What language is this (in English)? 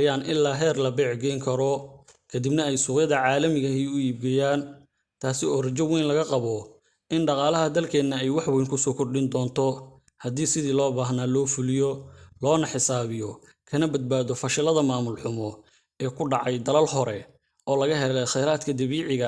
Somali